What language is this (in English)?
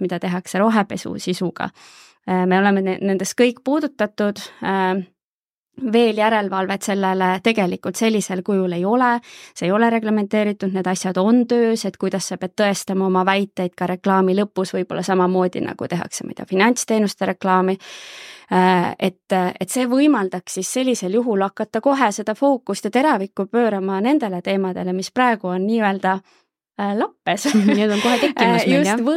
Estonian